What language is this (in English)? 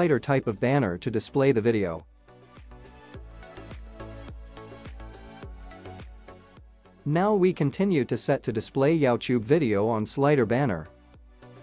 English